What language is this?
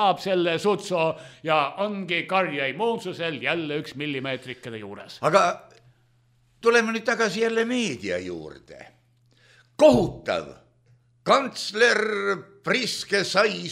Estonian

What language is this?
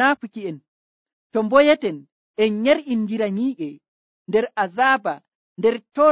Nigerian Fulfulde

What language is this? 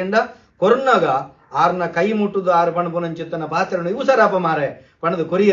Tulu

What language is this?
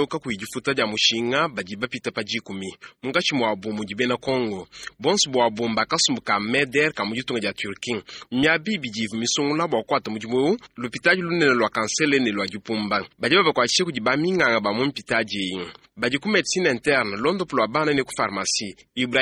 Luba-Lulua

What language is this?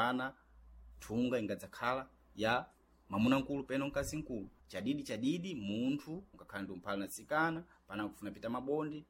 Sena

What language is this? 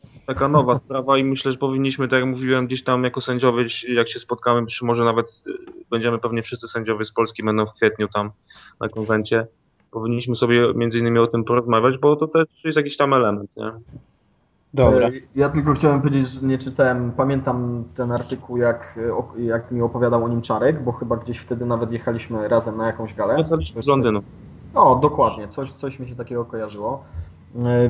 Polish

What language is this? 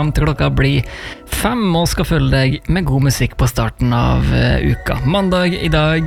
Norwegian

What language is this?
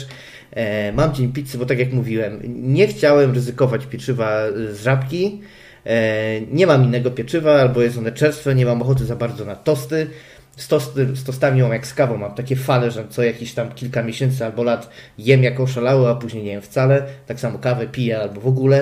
Polish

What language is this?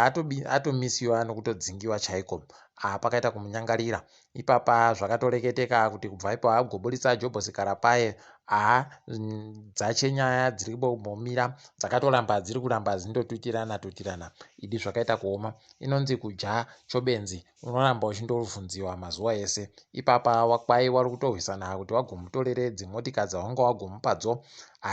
Ndau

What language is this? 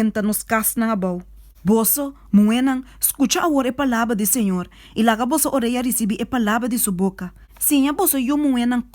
Papiamento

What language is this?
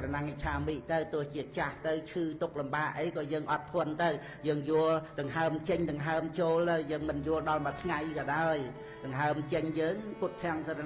Khmer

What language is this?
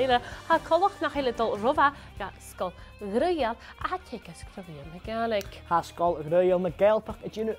Scottish Gaelic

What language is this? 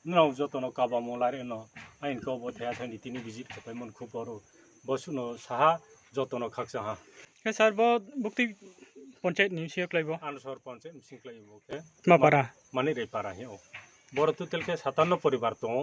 Riang (India)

